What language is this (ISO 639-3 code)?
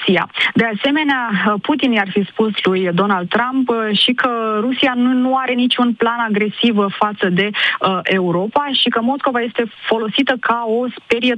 ron